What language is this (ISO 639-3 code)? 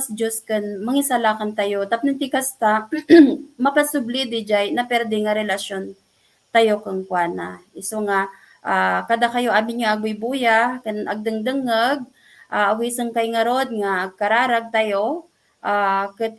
ilo